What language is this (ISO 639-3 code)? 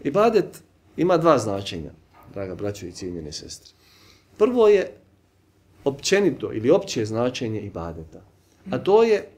bos